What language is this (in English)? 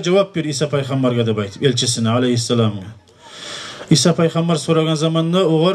Kumyk